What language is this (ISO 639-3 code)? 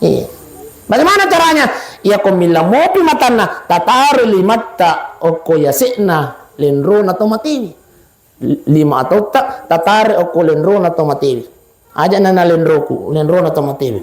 bug